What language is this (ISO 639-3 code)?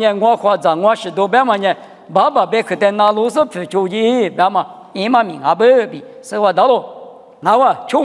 lis